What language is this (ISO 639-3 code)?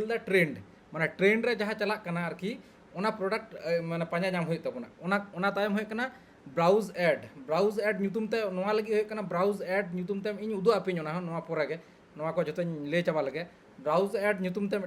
sat